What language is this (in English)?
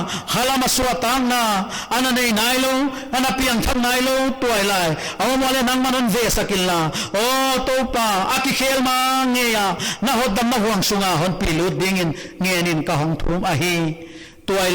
Paite Chin